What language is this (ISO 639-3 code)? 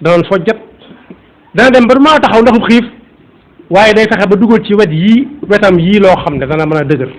wol